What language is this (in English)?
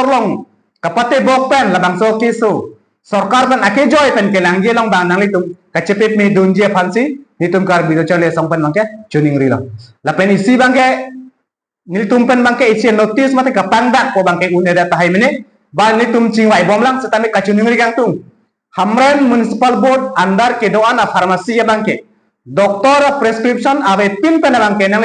Karbi